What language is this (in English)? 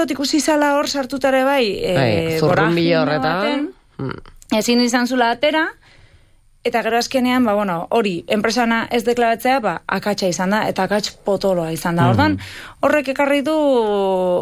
Basque